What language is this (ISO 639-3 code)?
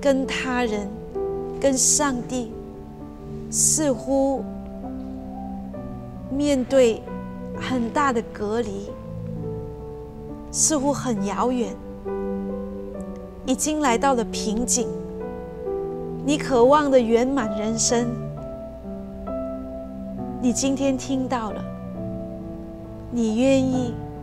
zho